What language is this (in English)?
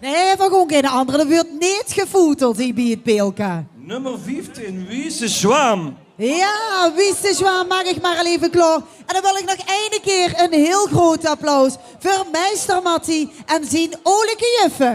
Limburgish